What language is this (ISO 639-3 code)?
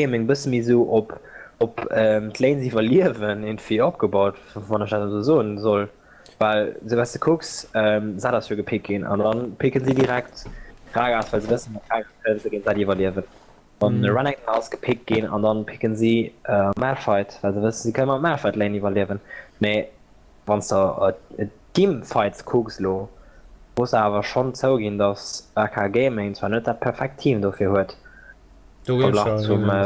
ltz